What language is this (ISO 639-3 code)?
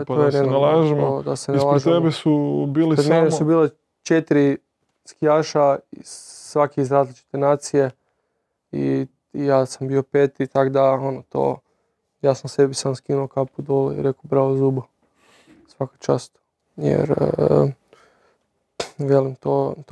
hrv